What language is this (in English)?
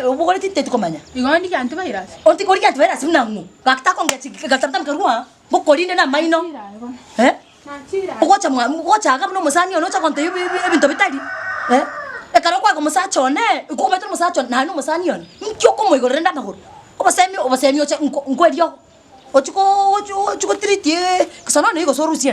Gusii